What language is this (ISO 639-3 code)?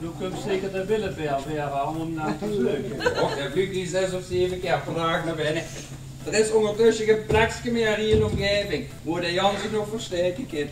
lim